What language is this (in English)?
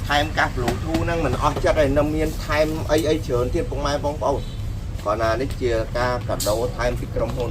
Khmer